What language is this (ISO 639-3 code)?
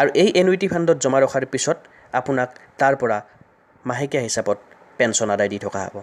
asm